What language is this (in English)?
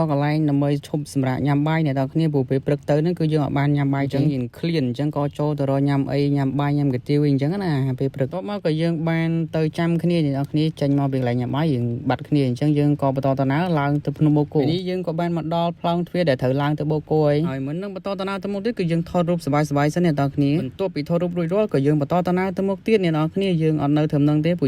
Khmer